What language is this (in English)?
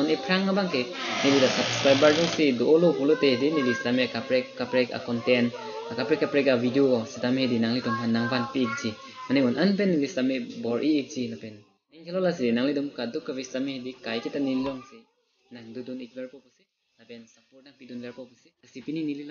Karbi